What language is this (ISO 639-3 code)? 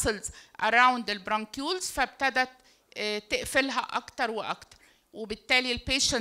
arz